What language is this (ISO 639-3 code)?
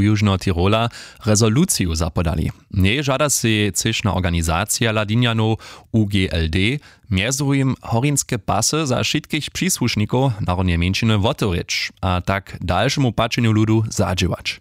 hsb